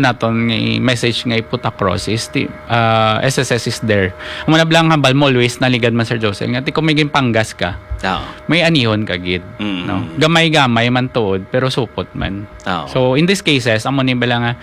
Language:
Hiligaynon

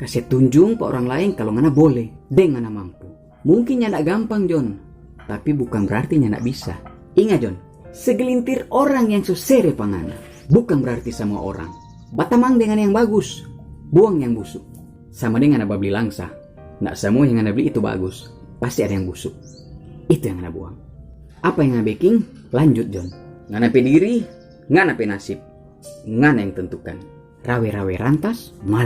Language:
Manado Malay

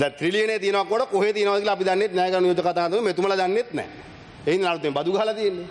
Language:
Sinhala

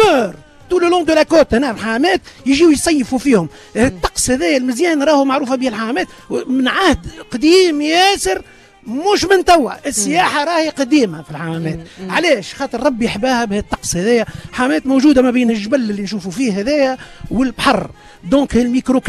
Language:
Tunisian Arabic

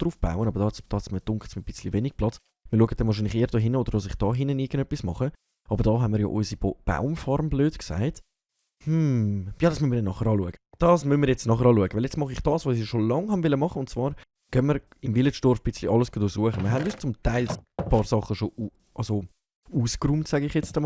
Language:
Swiss German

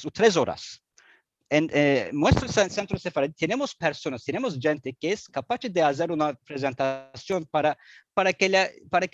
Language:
Ladino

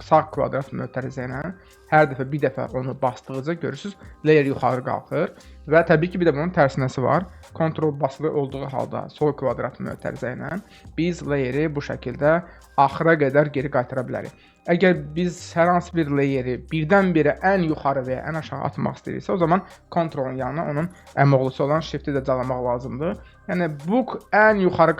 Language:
Azerbaijani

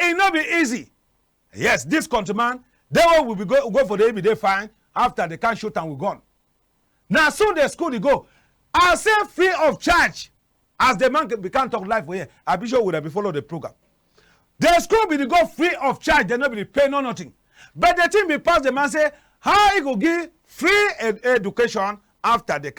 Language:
Cameroon Pidgin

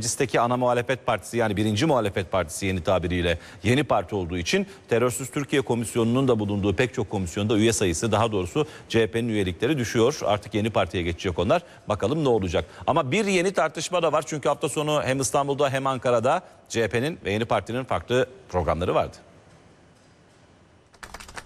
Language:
Turkish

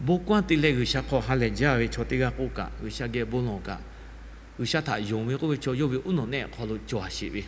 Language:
Lahu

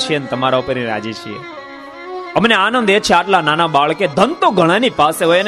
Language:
Gujarati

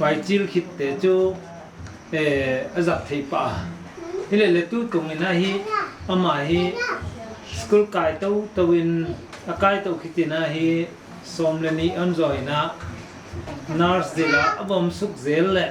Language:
Paite Chin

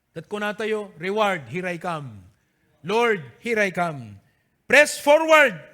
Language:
Iloko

